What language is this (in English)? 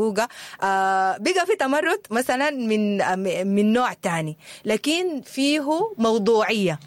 Sudanese Arabic